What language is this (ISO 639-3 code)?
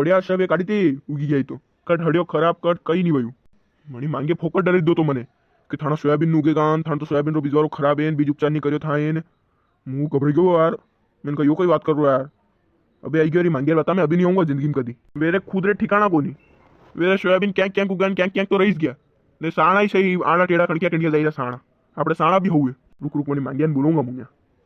raj